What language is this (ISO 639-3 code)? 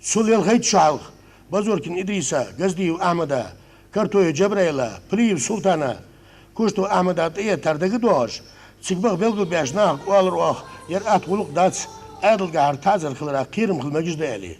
inh